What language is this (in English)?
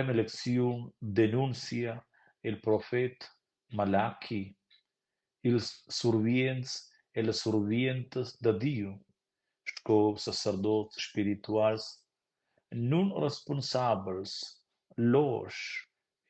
Romansh